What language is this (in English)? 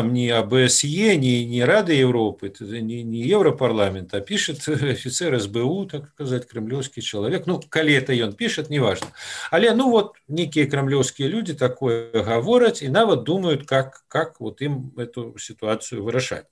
Belarusian